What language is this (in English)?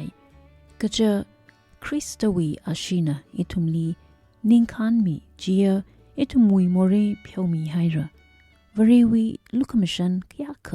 Tangkhul Naga (India)